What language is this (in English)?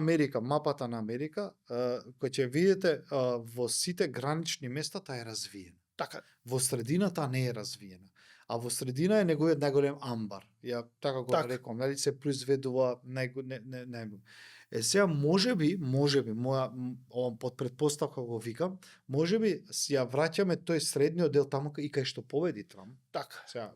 Macedonian